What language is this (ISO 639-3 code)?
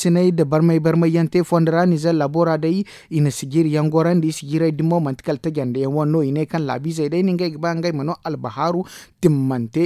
dje